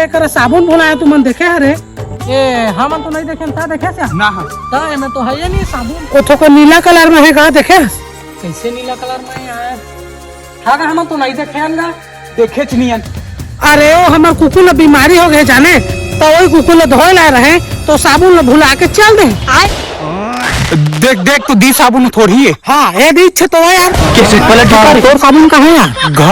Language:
Chhattisgarhi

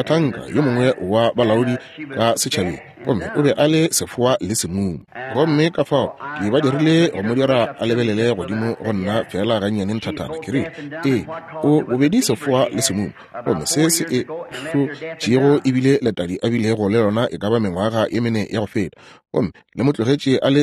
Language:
Northern Sotho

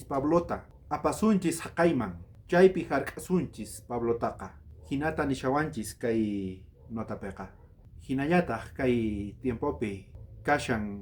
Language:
South Bolivian Quechua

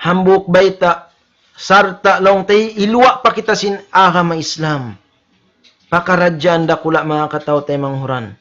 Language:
Tausug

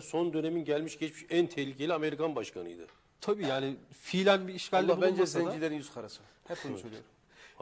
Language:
Turkish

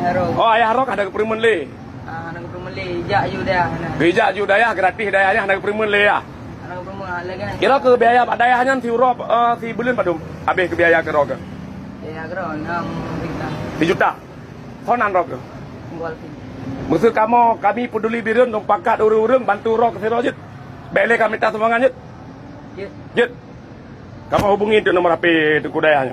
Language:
Achinese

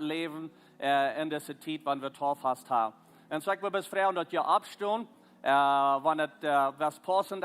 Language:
Plautdietsch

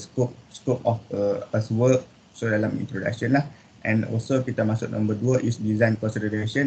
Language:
Malay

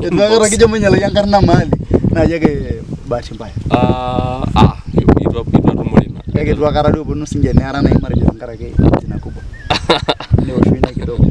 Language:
Masai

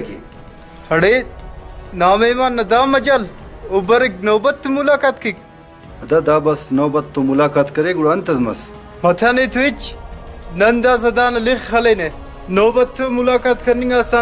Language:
Brahui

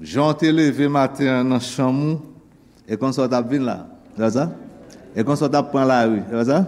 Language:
Haitian Creole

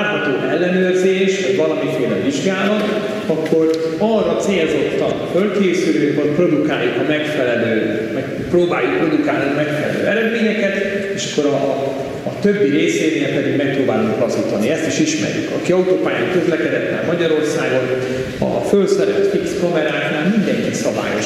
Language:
Hungarian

